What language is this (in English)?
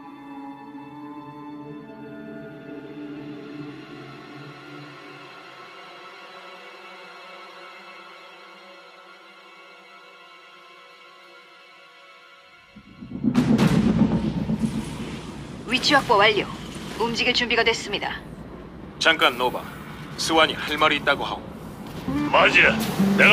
Korean